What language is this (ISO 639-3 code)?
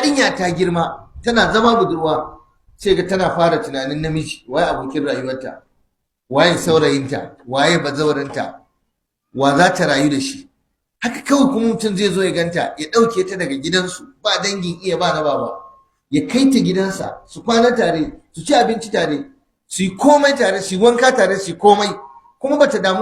hau